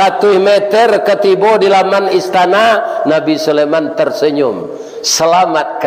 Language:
Minangkabau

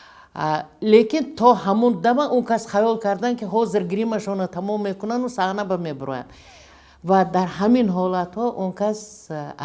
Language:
Tajik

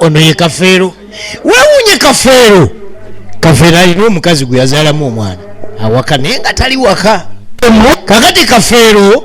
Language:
Ganda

